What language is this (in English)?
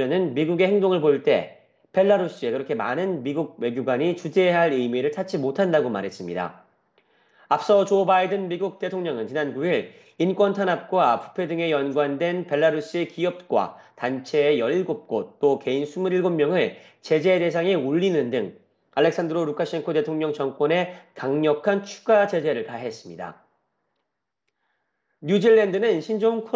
Korean